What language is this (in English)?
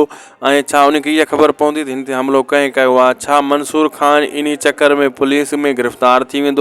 Sindhi